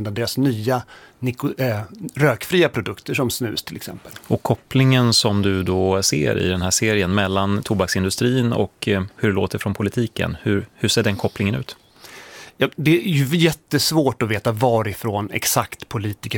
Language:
Swedish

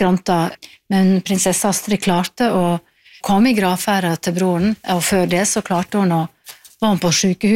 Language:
Norwegian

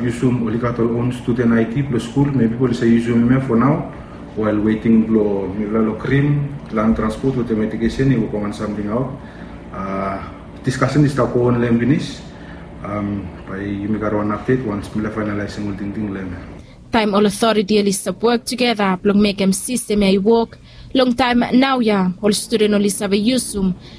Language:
Bislama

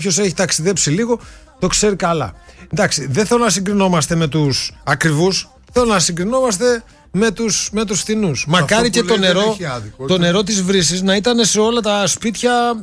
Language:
Greek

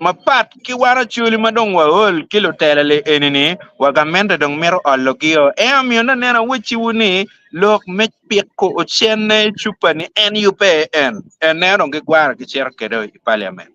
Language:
Acoli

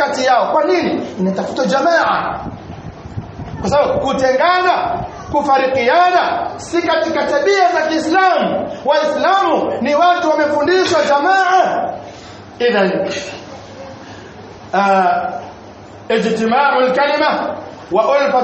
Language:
Swahili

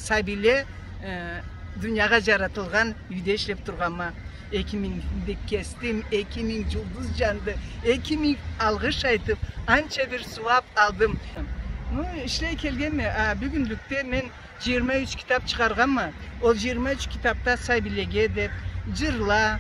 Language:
Karachay-Balkar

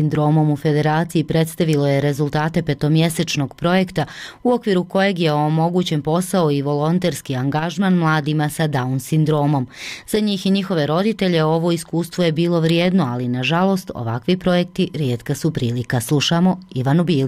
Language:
Bosnian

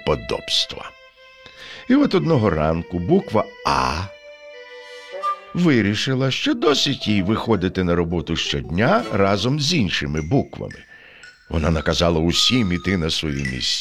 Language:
Ukrainian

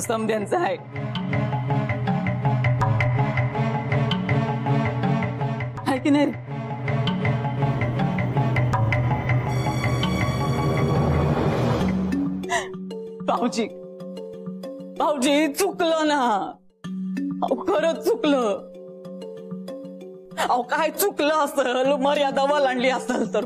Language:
Marathi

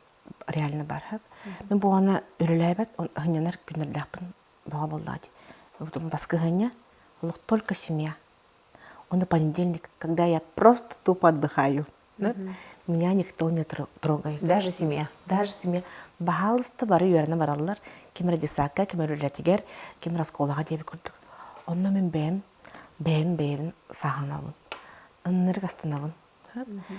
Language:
Yakut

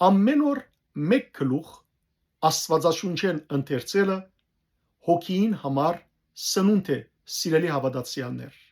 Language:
Western Armenian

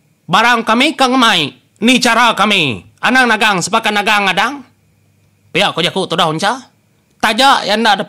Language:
Iban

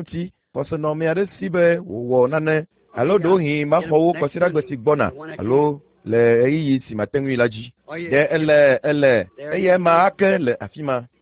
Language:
Ewe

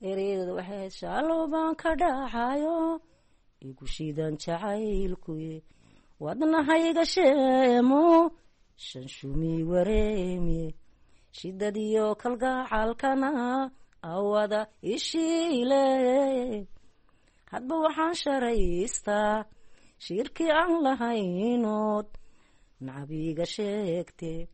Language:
Somali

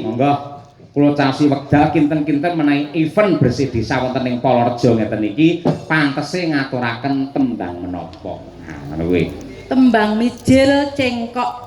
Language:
Javanese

